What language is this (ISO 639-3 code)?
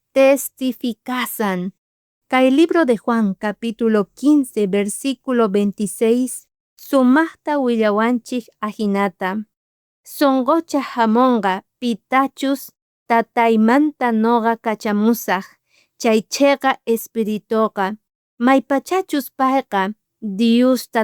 quh